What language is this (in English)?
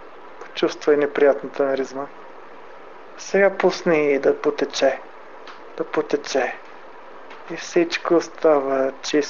Bulgarian